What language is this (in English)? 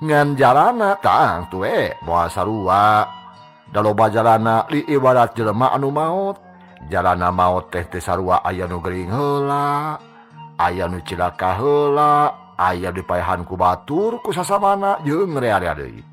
Sundanese